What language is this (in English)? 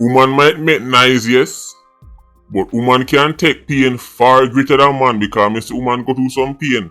Jamaican Creole English